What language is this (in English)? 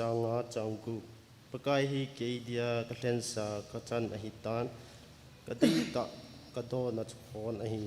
Thado Chin